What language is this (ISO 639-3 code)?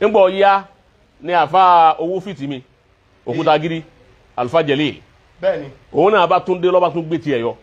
yor